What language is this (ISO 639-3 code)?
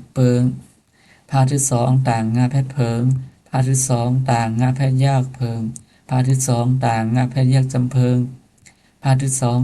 shn